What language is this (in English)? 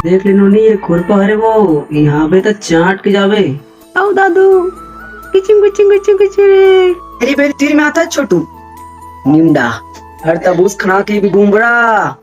Chhattisgarhi